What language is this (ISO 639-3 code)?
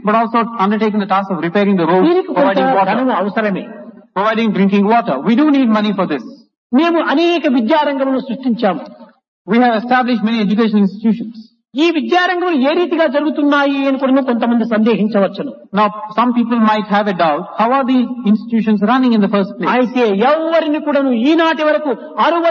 tel